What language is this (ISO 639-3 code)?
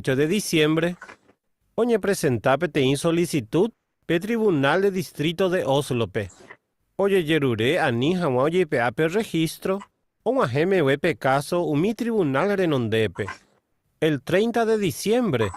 grn